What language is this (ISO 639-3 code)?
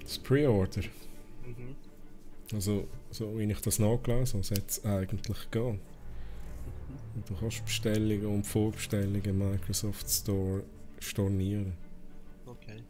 gsw